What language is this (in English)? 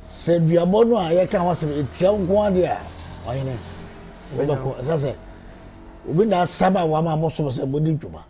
Akan